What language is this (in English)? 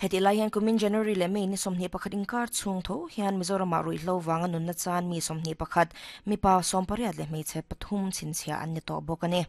Mizo